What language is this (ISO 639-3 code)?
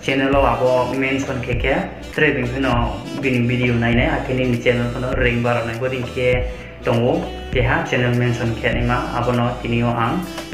ria